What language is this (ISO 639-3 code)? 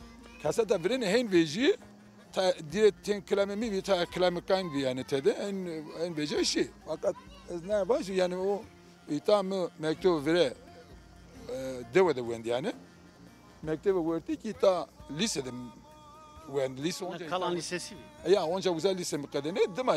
zza